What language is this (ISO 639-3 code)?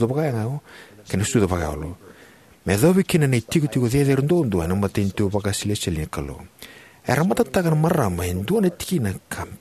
fij